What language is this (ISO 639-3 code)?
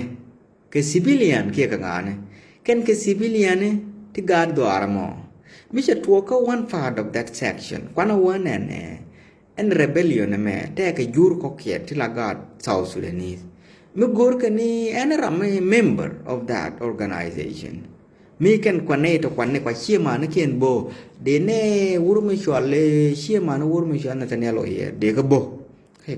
nus